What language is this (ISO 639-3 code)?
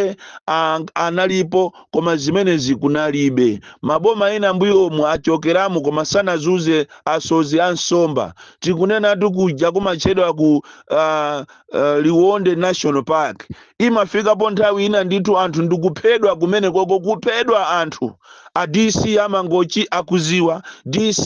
nya